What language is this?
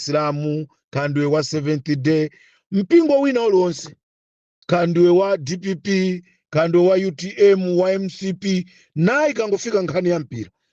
Nyanja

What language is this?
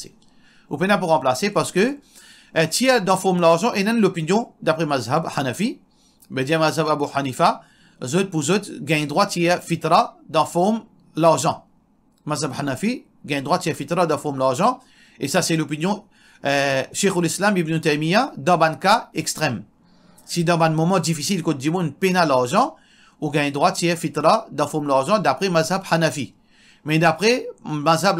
Morisyen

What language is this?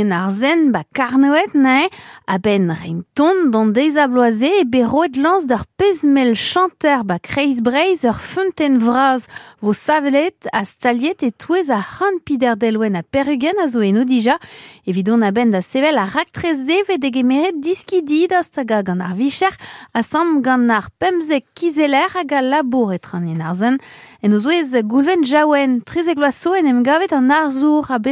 Breton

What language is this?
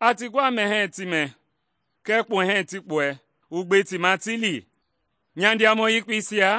Mende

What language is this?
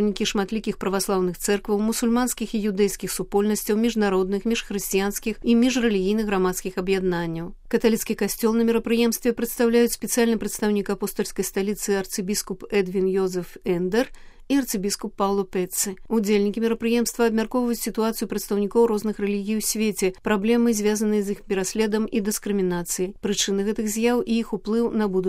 Belarusian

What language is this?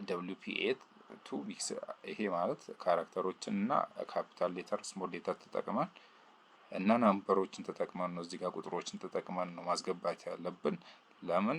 Amharic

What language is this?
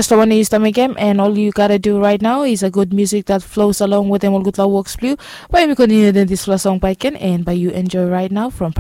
Bislama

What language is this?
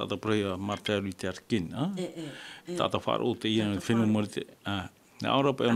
Tahitian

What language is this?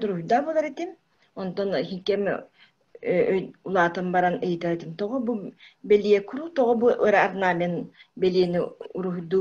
Yakut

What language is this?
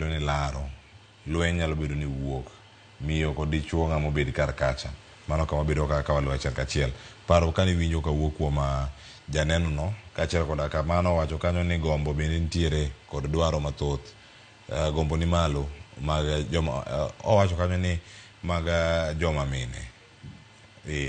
Luo (Kenya and Tanzania)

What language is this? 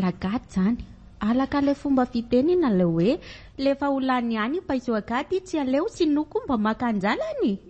Malagasy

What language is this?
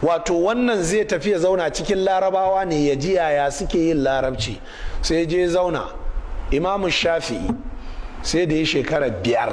Hausa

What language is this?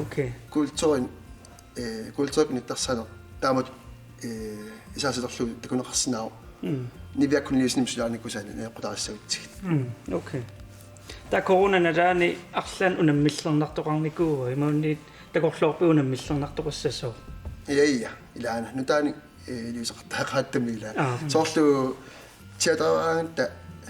Kalaallisut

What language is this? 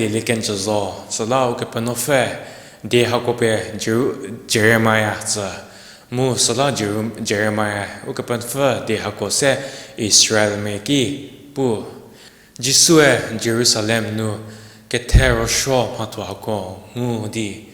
Angami Naga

